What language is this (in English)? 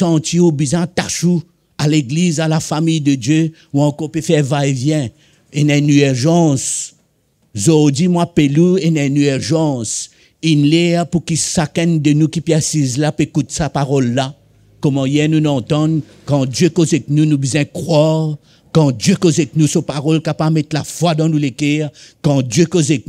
Morisyen